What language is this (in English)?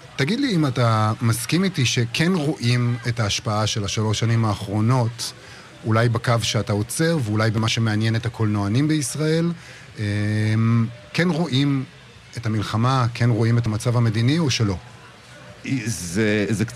Hebrew